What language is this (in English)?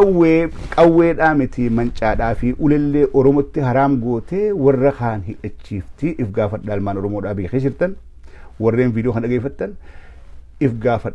Oromo